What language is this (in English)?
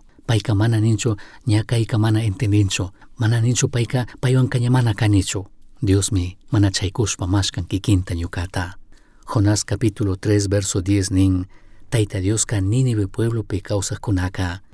Chimborazo Highland Quichua